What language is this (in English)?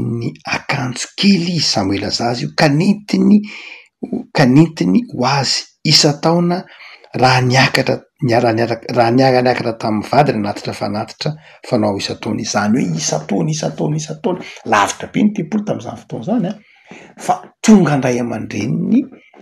Malagasy